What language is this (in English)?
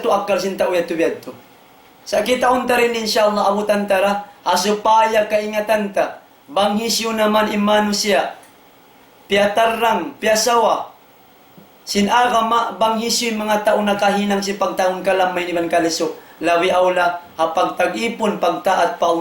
Tausug